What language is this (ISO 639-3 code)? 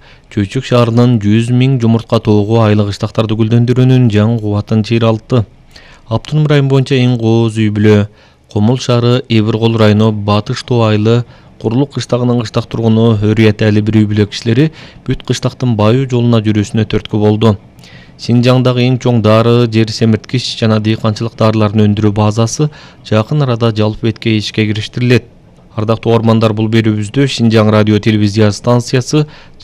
kir